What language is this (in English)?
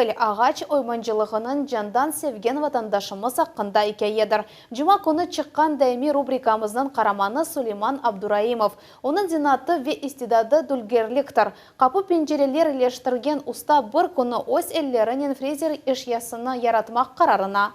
Crimean Tatar